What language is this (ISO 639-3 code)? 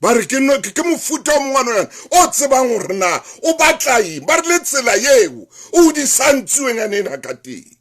sot